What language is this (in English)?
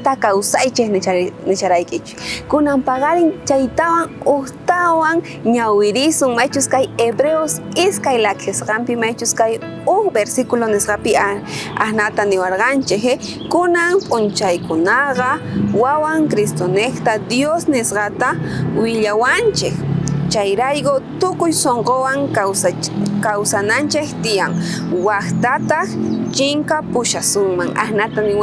South Bolivian Quechua